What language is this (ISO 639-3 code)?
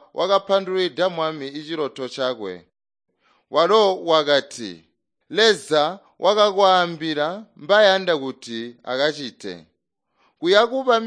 toi